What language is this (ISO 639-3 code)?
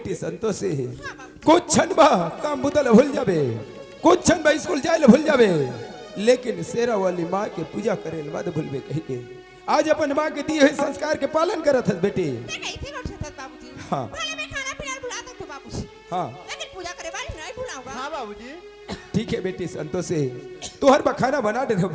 hne